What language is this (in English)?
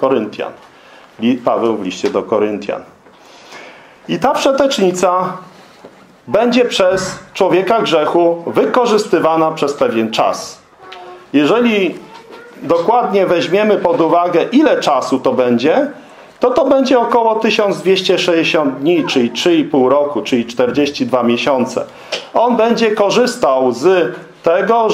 Polish